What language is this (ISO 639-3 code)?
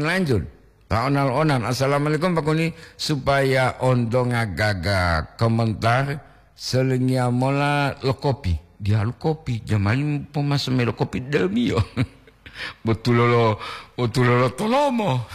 gor